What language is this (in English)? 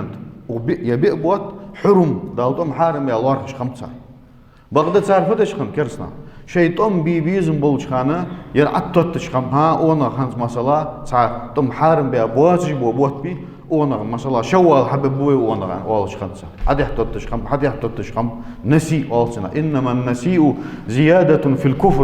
Ingush